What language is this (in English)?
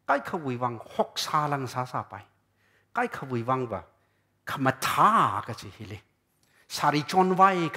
Tangkhul Naga (India)